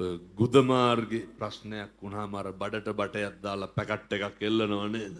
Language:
Sinhala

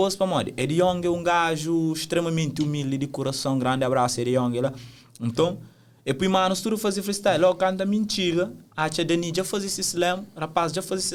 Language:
Kabuverdianu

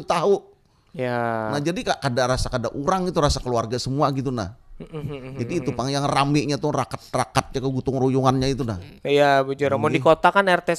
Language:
Banjar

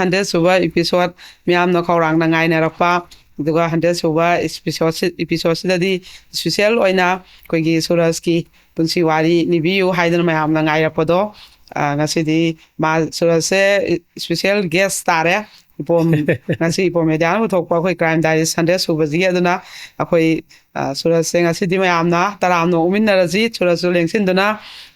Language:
Manipuri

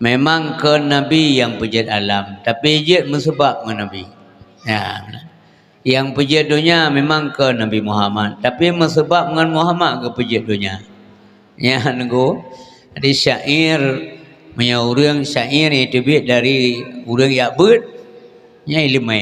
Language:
Achinese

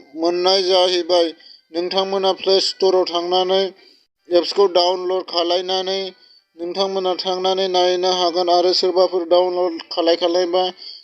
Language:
Bodo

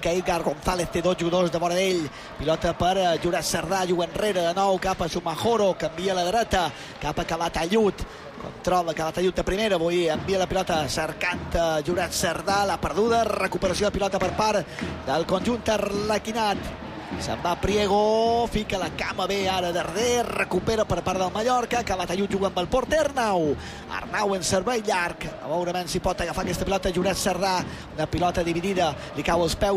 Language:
Catalan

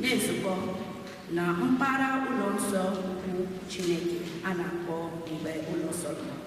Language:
Igbo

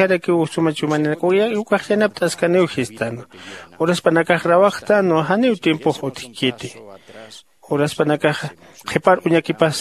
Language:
Aymara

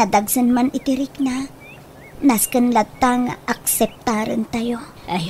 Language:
Iloko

